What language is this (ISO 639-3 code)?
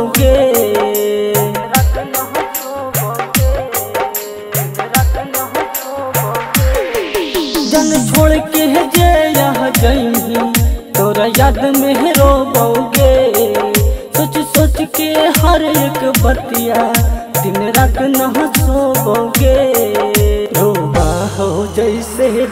bho